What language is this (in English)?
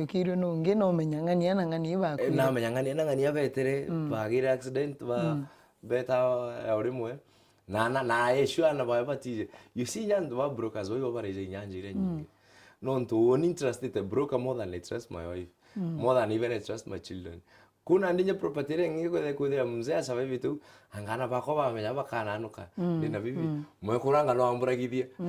Meru